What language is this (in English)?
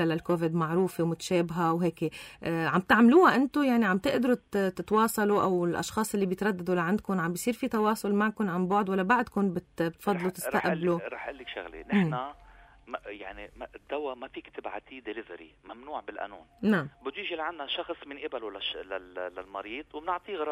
North Levantine Arabic